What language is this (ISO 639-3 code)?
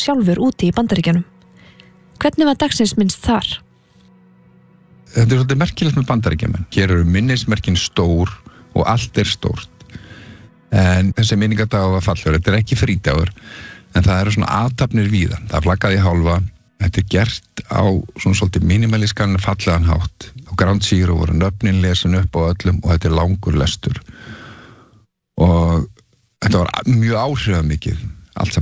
isl